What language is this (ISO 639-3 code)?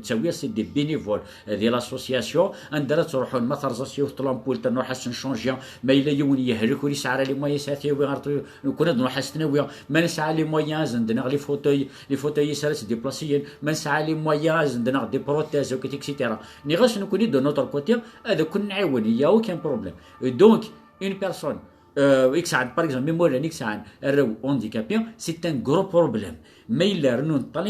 kab